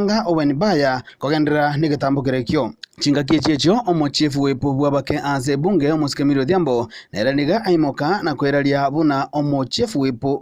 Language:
Gusii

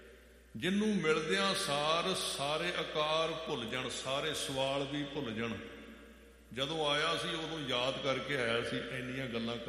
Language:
Punjabi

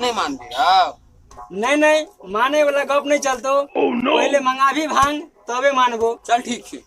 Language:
Maithili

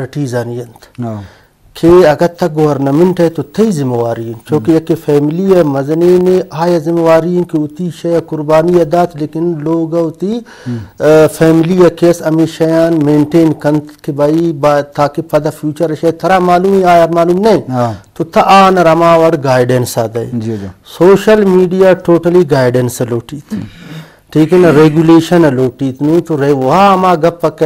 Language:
Eastern Balochi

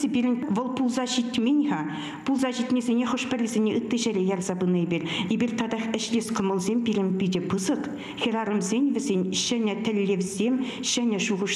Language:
Chuvash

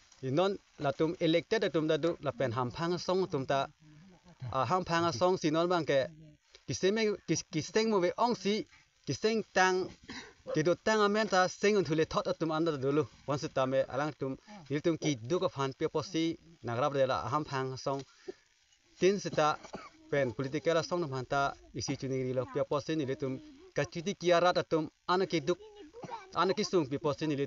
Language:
Karbi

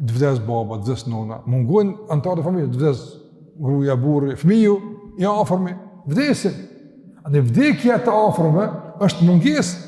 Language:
Albanian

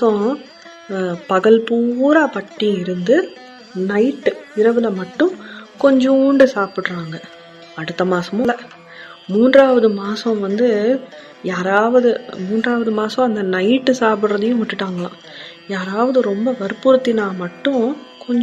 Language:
Tamil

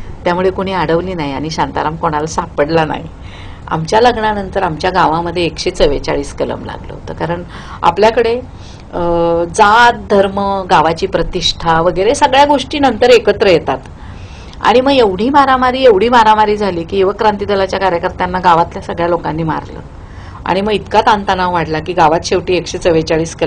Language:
Marathi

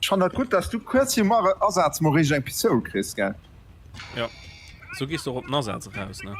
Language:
Luxembourgish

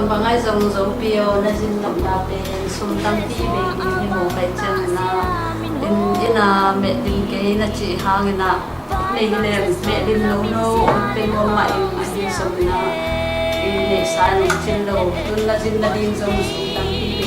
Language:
Tedim Chin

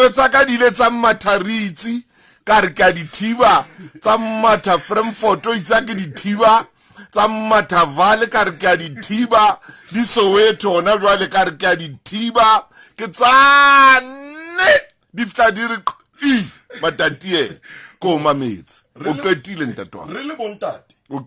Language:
Southern Sotho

